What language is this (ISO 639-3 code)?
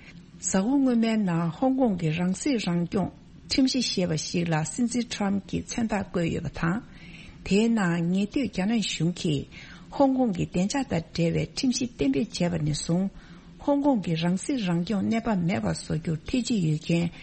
bod